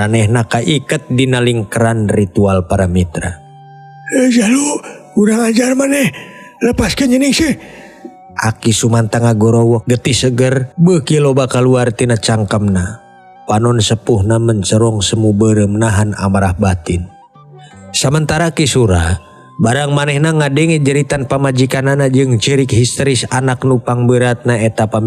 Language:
Sundanese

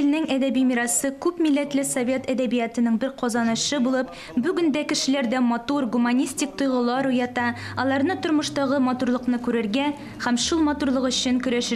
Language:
Tatar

